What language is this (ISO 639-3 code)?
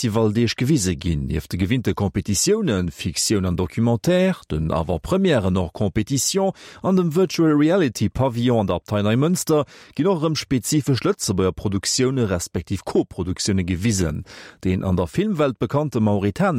ltz